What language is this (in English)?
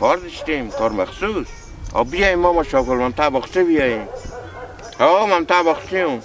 Persian